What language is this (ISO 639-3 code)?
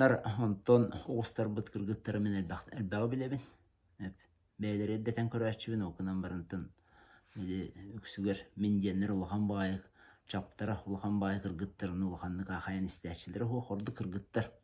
sah